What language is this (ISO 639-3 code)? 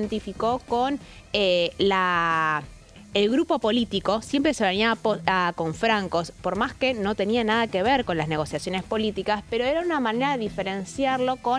spa